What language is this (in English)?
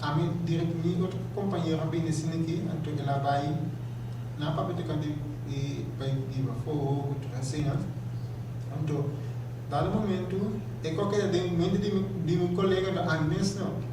Papiamento